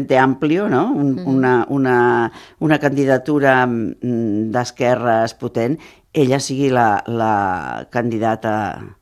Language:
Catalan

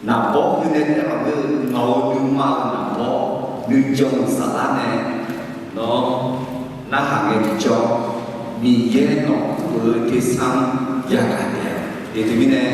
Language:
Akha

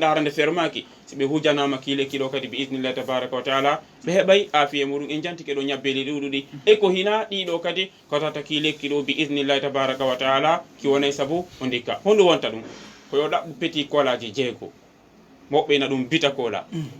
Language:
Fula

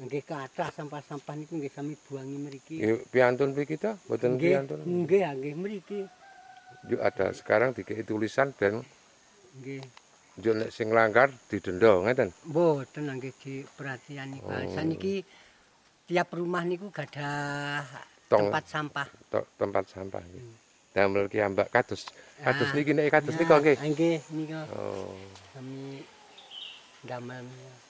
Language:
Javanese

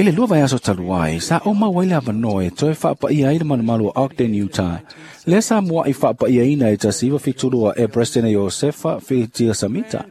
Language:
Samoan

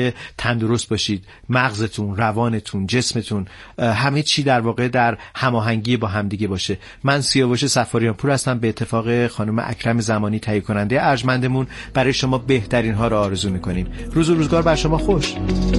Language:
Persian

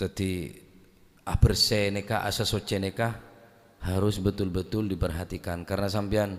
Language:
Madurese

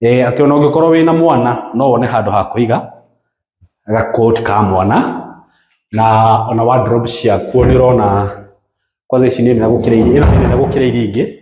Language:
Kikuyu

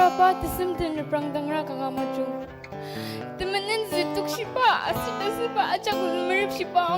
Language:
Ao Naga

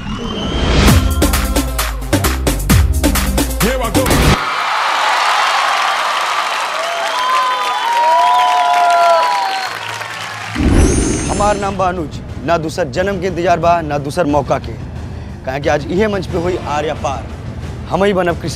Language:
Bhojpuri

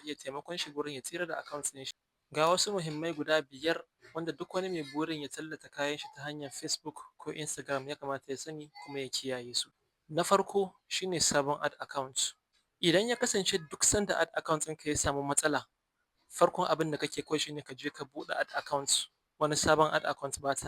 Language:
Hausa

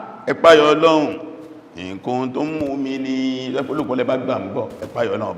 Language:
Yoruba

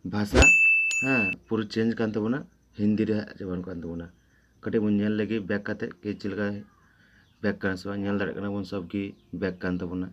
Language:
Santali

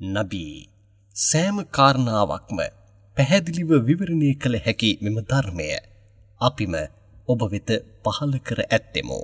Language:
Sinhala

